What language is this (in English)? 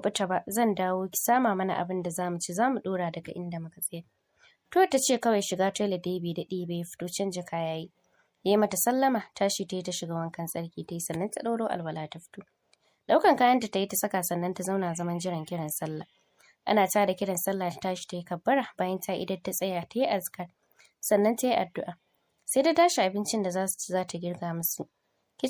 Hausa